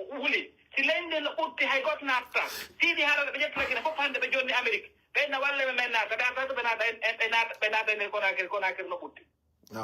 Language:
Pular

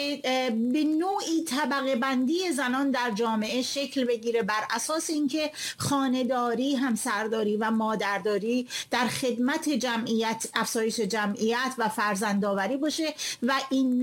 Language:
Persian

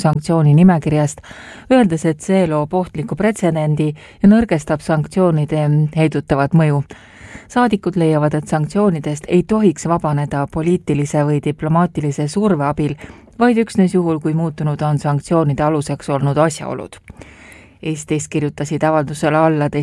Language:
Estonian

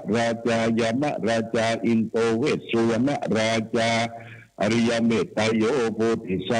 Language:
Pali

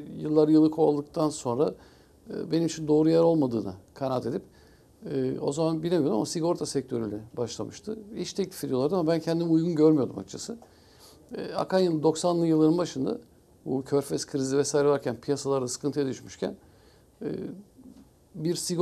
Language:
Turkish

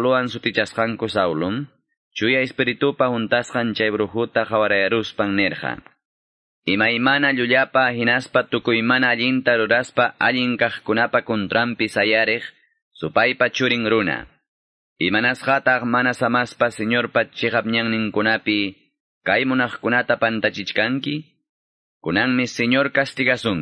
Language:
Quechua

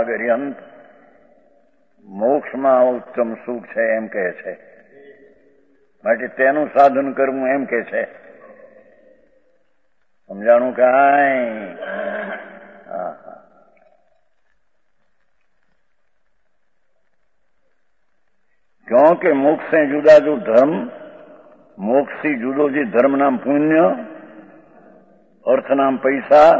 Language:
Gujarati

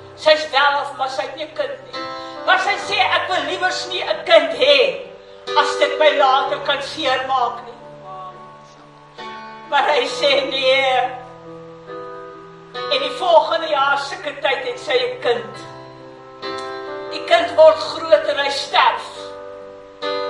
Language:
Afrikaans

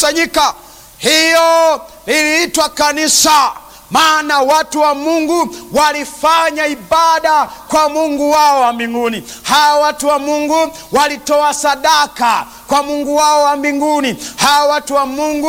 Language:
Swahili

